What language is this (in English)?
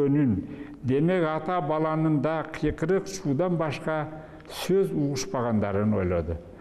Kyrgyz